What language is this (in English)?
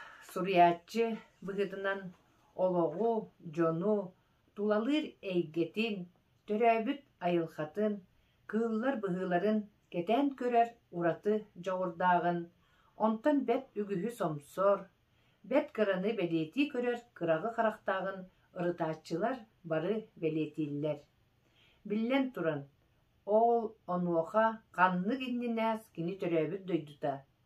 Yakut